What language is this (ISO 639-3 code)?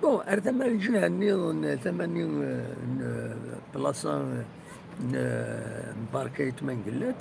kab